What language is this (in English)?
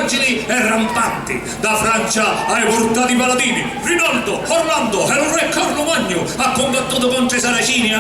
Sicilian